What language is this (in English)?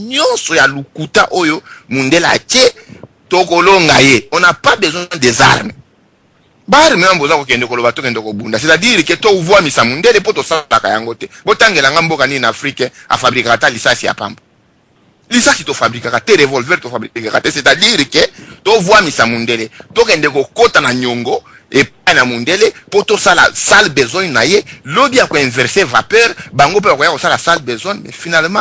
Lingala